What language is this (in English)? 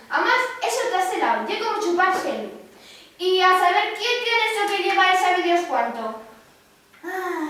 Asturian